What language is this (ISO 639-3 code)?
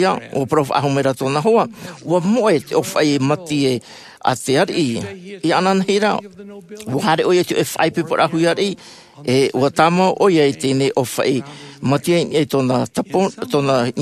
tah